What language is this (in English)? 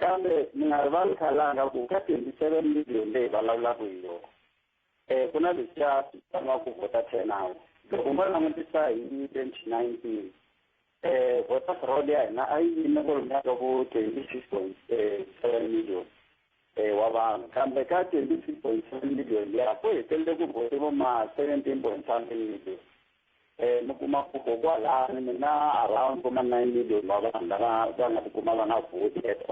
Tsonga